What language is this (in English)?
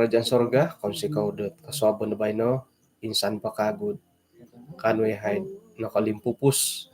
Central Dusun